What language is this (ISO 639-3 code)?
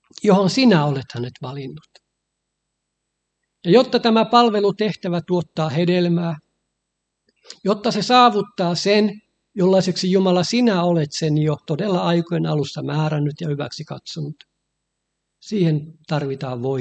fin